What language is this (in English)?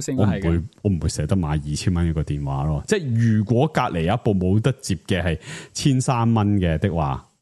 Cantonese